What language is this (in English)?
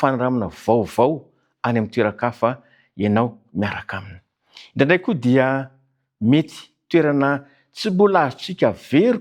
Malagasy